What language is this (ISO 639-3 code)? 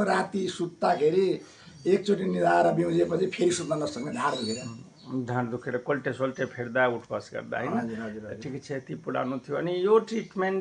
nep